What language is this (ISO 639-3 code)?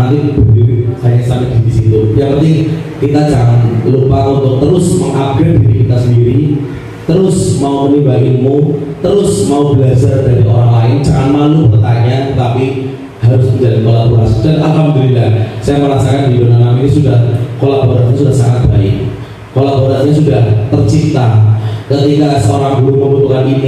ind